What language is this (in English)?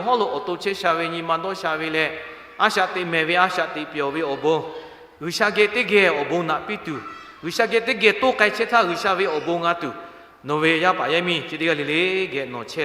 Lahu